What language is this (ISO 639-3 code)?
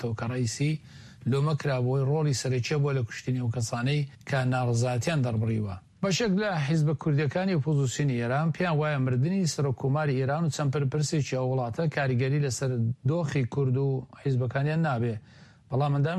ckb